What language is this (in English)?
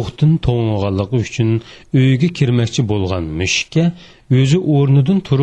Uyghur